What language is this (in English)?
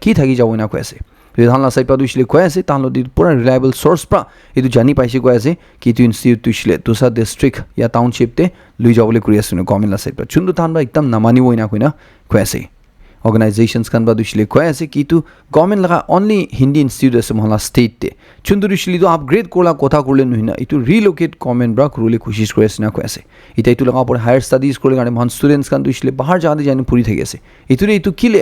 Naga Pidgin